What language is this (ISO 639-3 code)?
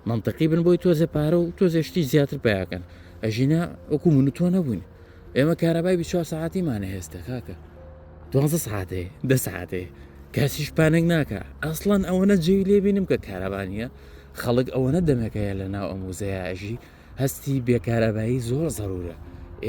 ckb